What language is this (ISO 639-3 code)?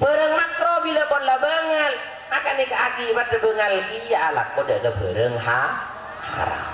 mad